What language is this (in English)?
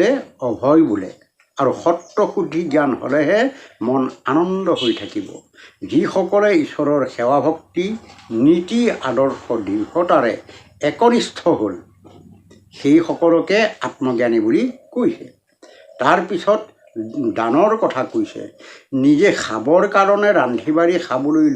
Assamese